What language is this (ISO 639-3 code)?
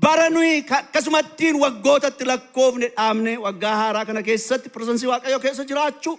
orm